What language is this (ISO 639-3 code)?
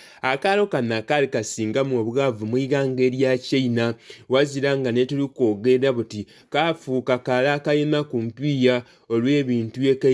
xog